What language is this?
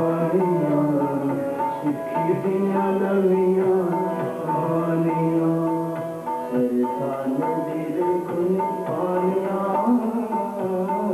Punjabi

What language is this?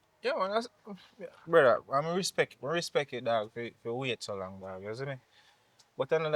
Jamaican Creole English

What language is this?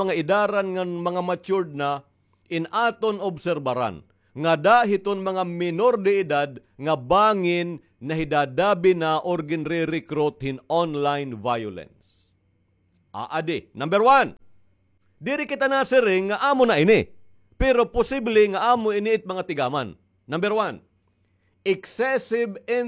Waray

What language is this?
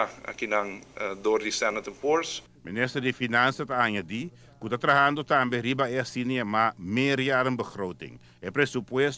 Papiamento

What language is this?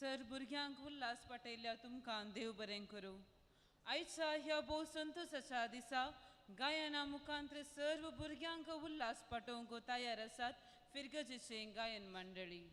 Konkani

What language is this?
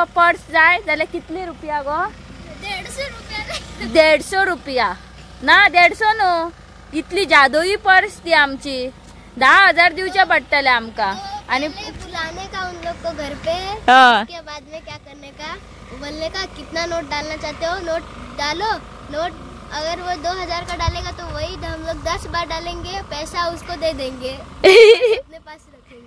Konkani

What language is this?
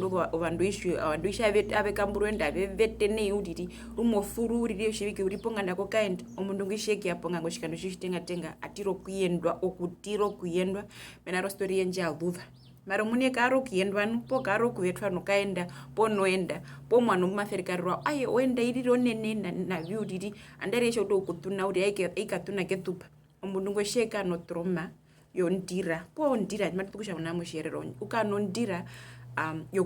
Herero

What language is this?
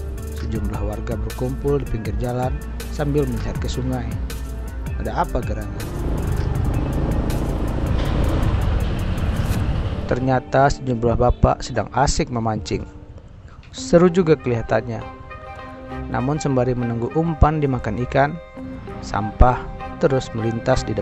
Indonesian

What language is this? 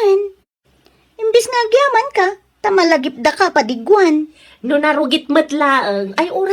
Iloko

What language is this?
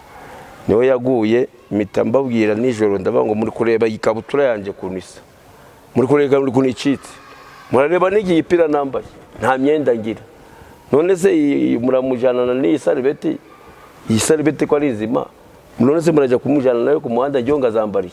Kinyarwanda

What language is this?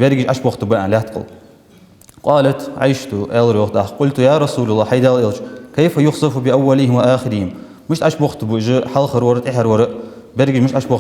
Ingush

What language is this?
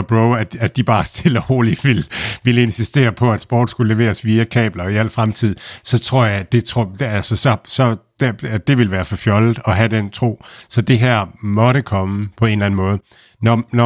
Danish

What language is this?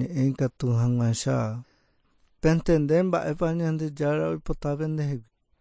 Guarani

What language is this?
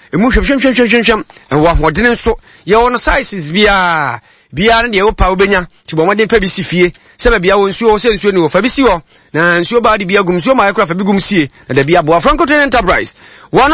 Akan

